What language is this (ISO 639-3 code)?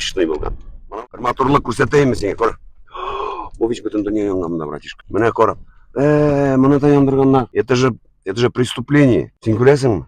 tat